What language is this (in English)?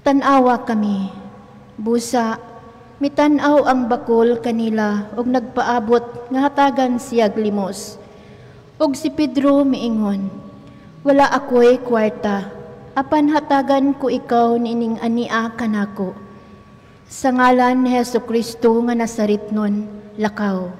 Cebuano